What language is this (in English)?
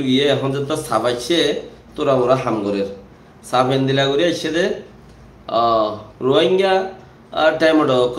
Rohingya